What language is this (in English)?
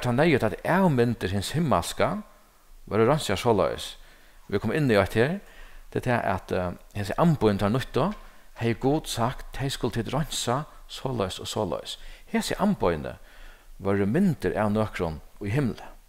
Faroese